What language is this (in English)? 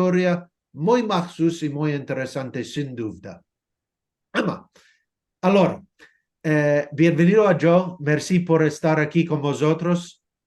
Ladino